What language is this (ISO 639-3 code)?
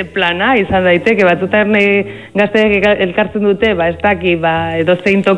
eus